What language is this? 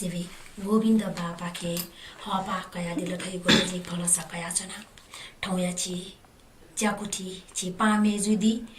Newari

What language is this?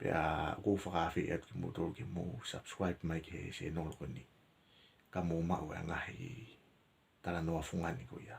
Tongan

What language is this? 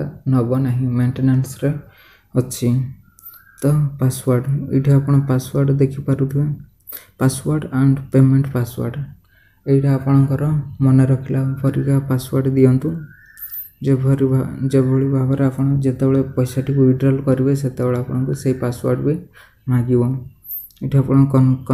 Odia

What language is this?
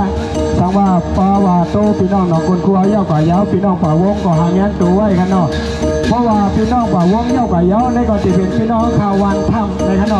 Shan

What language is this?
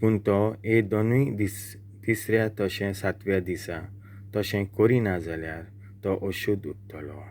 Konkani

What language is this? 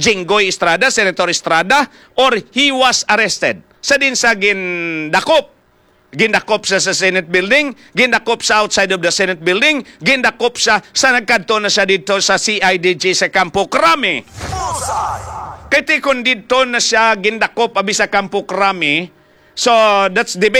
Hiligaynon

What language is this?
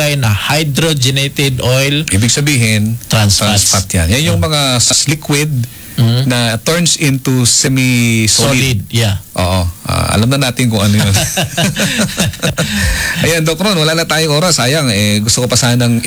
Filipino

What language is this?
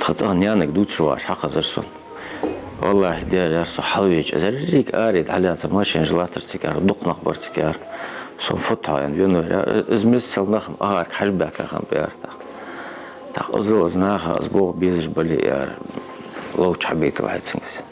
Ingush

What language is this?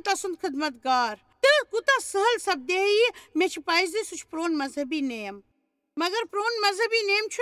Kashmiri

